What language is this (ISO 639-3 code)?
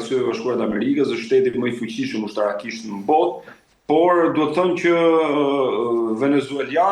sqi